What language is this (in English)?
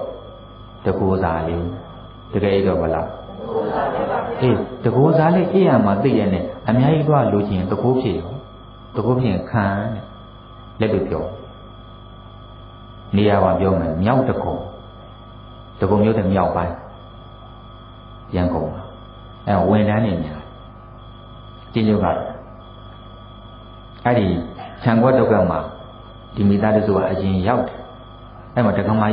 Burmese